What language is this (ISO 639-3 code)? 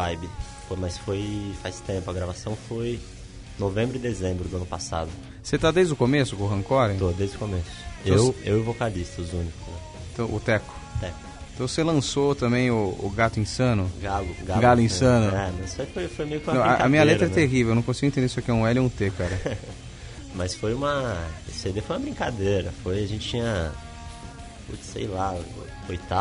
por